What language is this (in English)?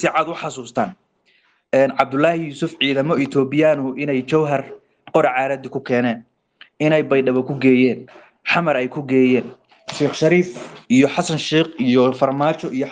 Somali